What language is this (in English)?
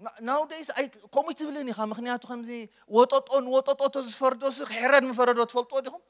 Tigrinya